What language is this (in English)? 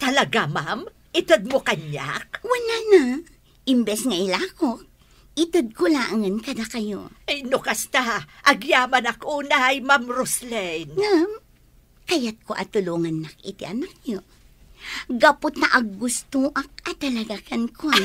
Iloko